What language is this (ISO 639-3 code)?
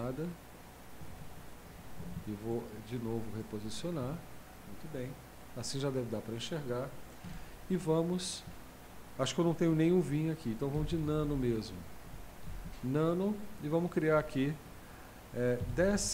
por